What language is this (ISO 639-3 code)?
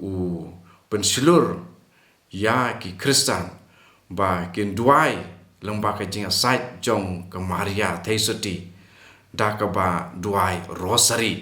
kha